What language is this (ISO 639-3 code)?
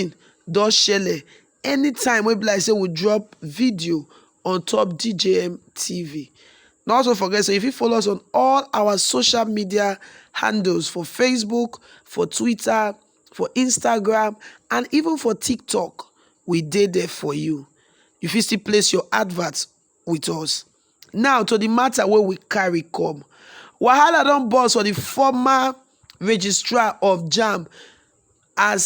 pcm